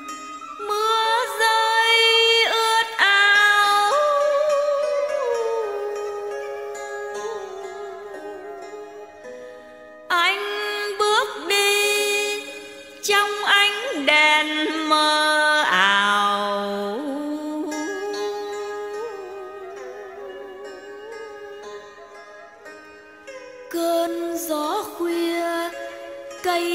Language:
Vietnamese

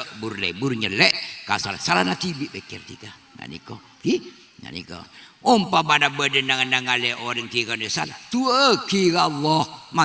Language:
Madurese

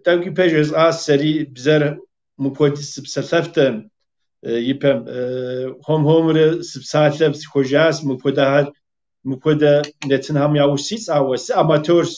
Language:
Kabardian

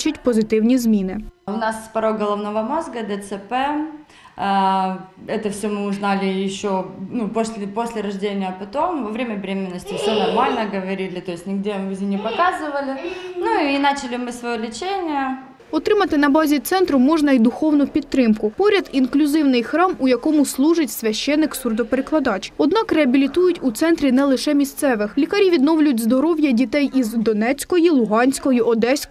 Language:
Ukrainian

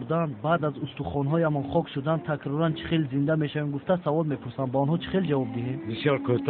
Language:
Tajik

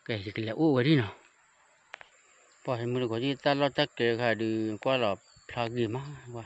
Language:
S'gaw Karen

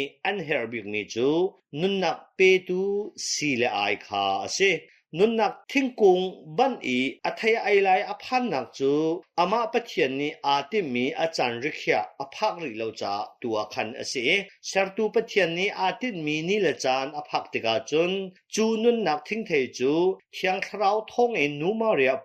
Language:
Hakha Chin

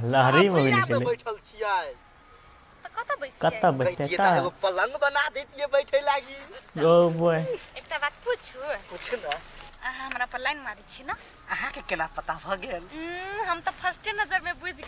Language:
Maithili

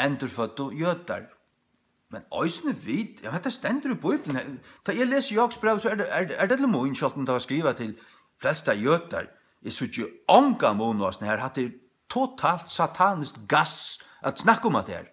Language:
Faroese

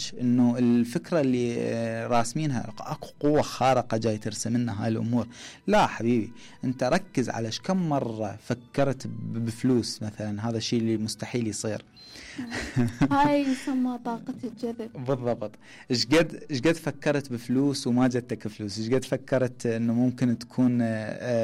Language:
Mesopotamian Arabic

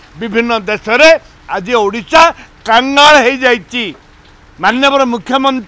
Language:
Odia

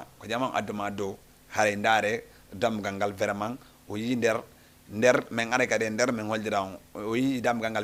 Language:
Fula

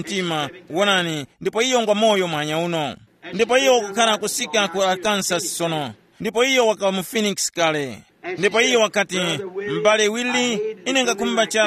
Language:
Tumbuka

